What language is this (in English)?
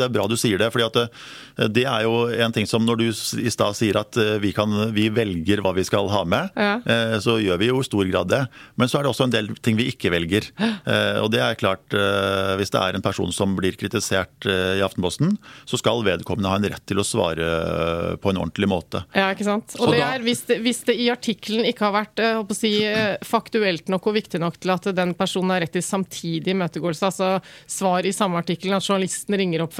Norwegian